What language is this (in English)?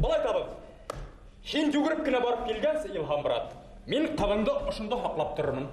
Bashkir